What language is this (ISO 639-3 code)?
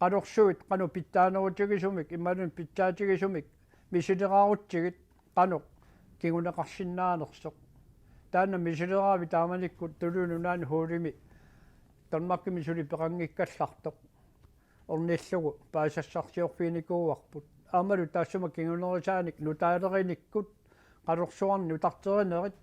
kal